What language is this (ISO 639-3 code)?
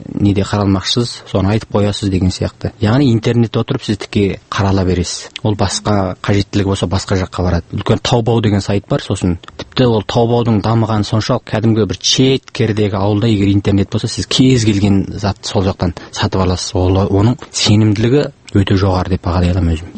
kaz